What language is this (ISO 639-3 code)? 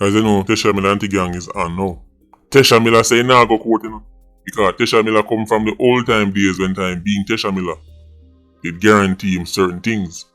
jam